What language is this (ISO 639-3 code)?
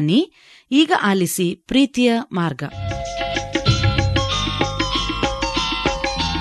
kan